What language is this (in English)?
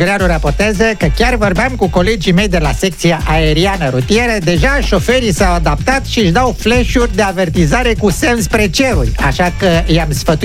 Romanian